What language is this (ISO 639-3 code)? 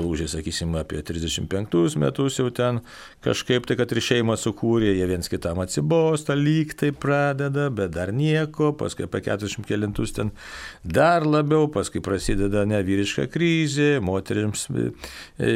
lit